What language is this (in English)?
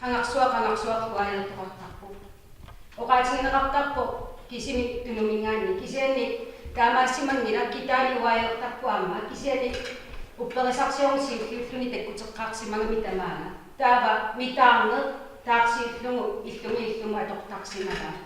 Kalaallisut